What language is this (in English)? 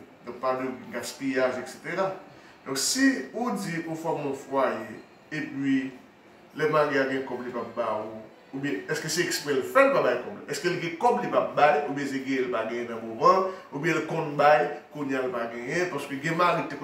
Haitian Creole